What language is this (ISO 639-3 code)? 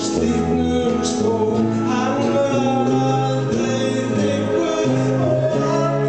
isl